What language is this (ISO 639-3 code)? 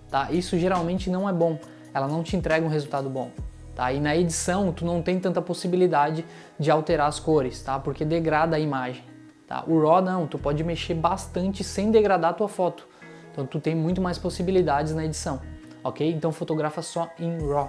por